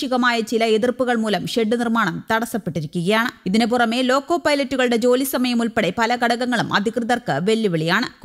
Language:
Malayalam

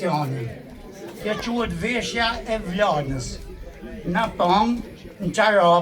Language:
Albanian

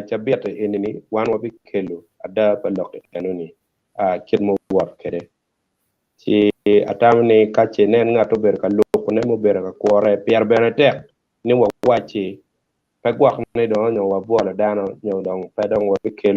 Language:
Acoli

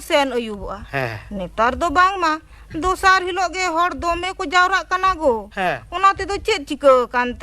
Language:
Santali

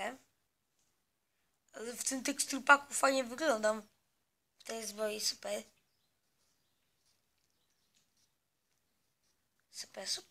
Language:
Polish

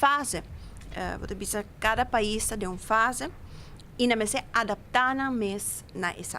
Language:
Papiamento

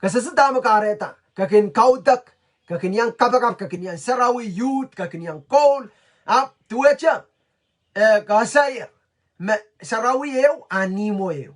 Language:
Pohnpeian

